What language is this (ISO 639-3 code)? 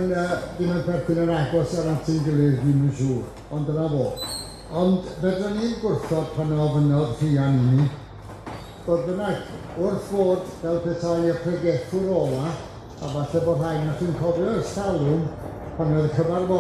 cym